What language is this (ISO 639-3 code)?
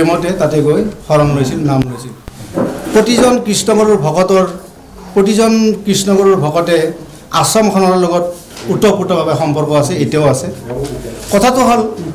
asm